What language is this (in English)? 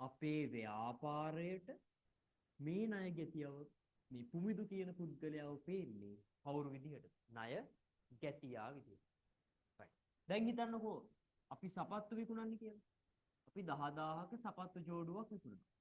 Sinhala